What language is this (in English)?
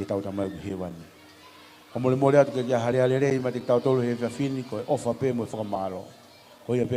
Tongan